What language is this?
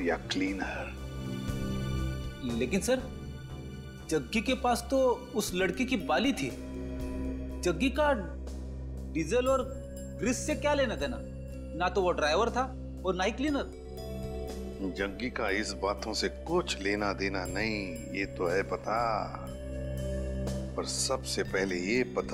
Hindi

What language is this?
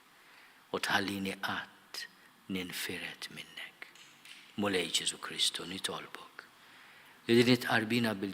Maltese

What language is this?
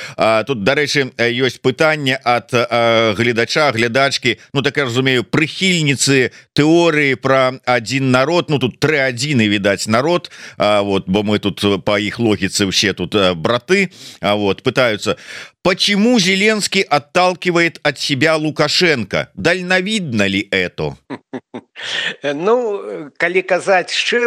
Belarusian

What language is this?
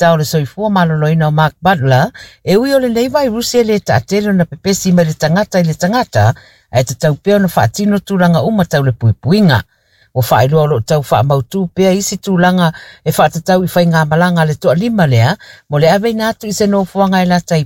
Samoan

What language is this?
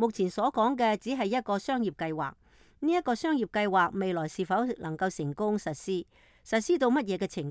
Cantonese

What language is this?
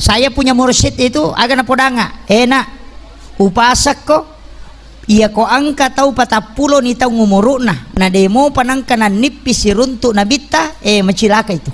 Buginese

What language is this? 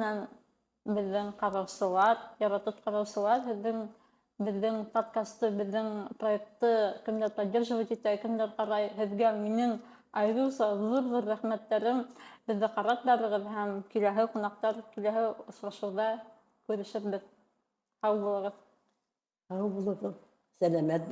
Bashkir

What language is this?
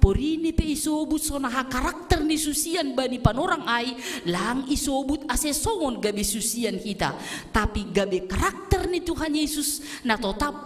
Batak Simalungun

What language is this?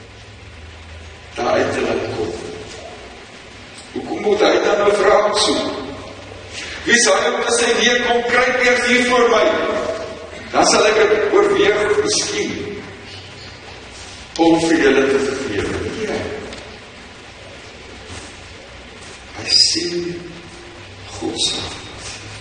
Afrikaans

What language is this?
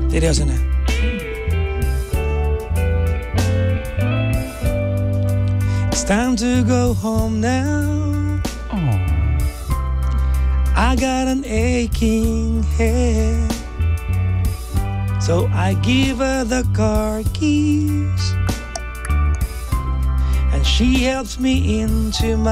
Filipino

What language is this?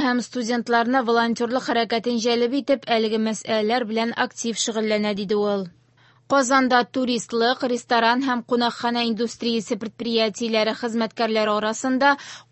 Tatar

